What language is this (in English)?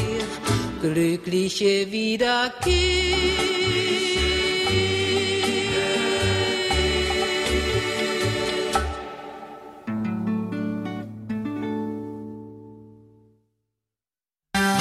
German